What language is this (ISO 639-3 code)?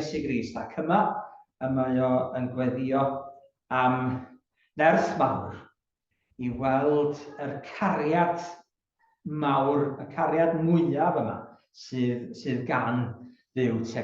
cym